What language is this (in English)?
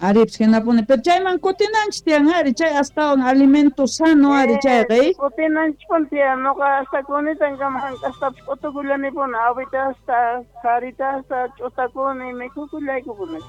Quechua